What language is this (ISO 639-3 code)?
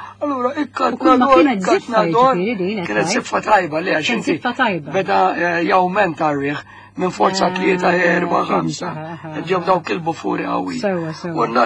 mlt